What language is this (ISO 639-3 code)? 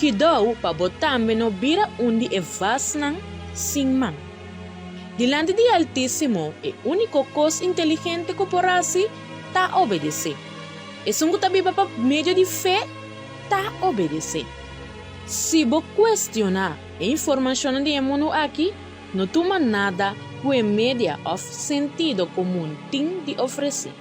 pap